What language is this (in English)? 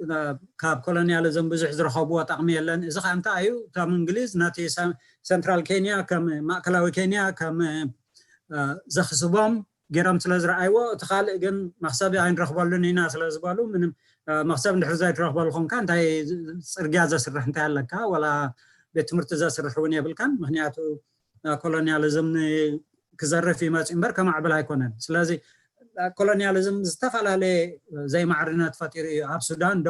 Tigrinya